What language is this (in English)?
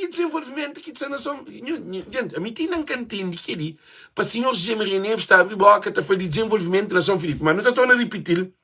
Kabuverdianu